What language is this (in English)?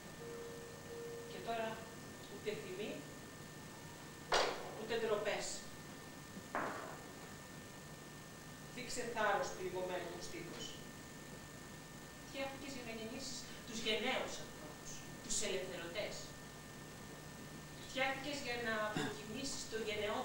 Greek